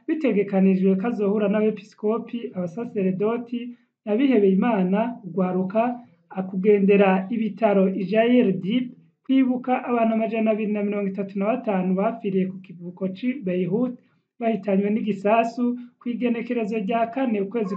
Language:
Rundi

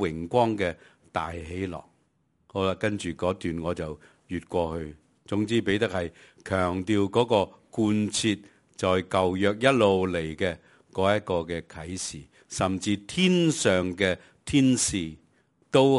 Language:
Cantonese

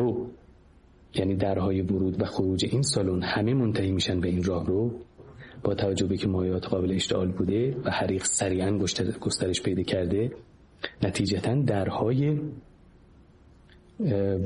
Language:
Persian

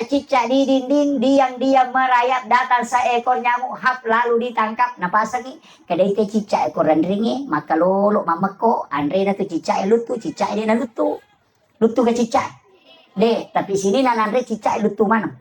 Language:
Buginese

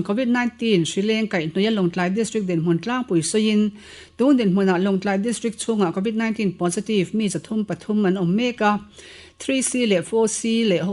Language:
Mizo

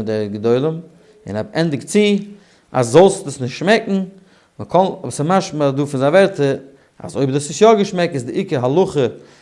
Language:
Yiddish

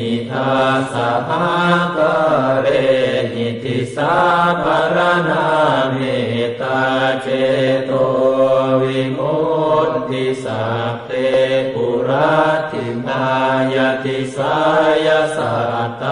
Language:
Pali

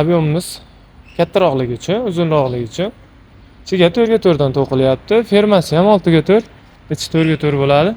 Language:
Uzbek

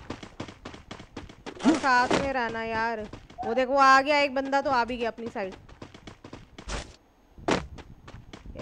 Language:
Hindi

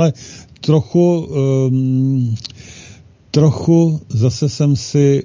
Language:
Czech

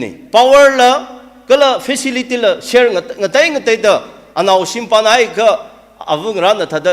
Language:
Tangkhul Naga (India)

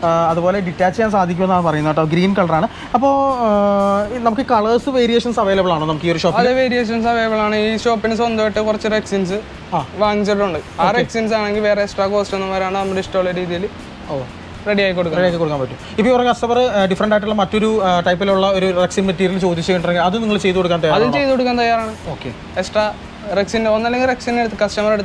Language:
Malayalam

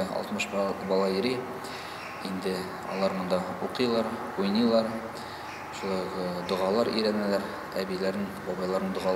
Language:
Tatar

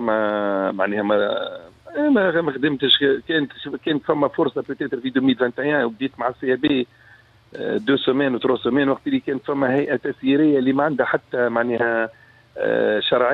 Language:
Tunisian Arabic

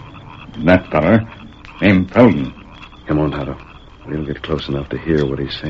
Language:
English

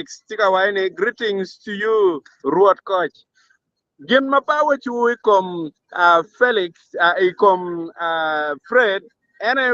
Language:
Acoli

